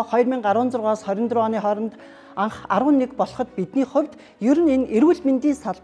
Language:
Mongolian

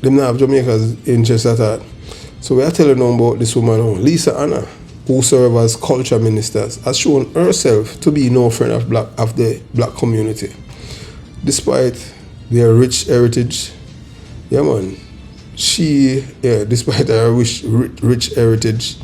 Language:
Jamaican Creole English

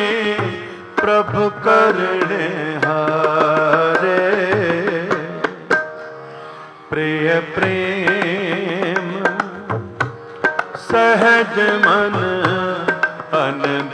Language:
Punjabi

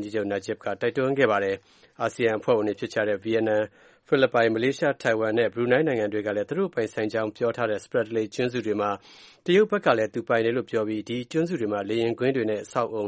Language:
Burmese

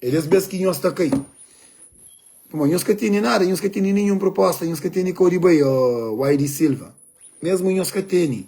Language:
Kabuverdianu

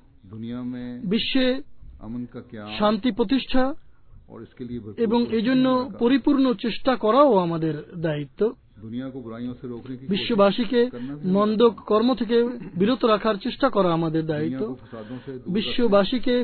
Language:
Bangla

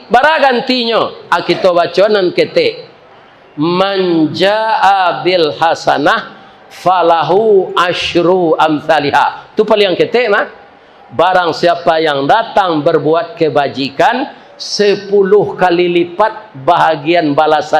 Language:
Minangkabau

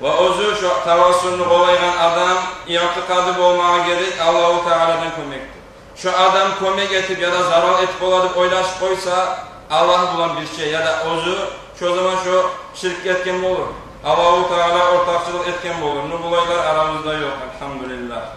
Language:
Kumyk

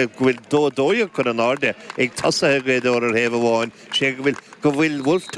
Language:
Irish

